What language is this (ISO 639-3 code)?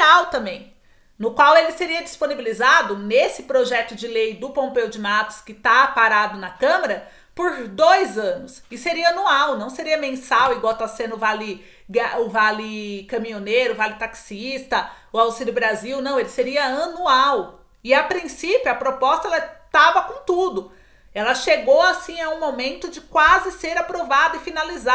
por